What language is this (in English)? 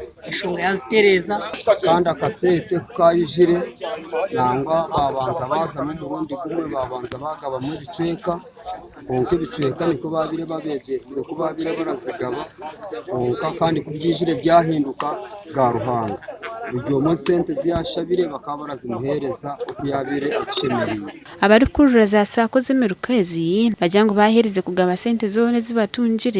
Nyankole